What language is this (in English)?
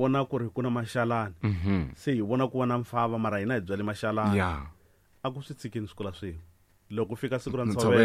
Tsonga